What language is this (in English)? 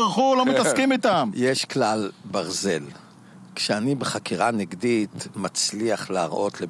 Hebrew